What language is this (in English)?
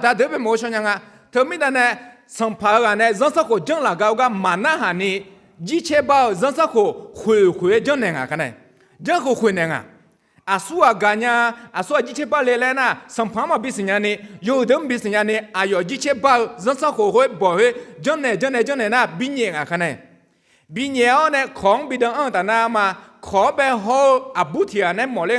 Akha